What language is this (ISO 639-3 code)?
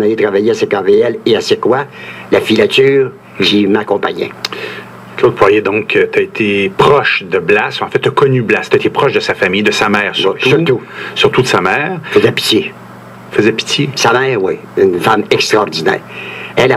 fra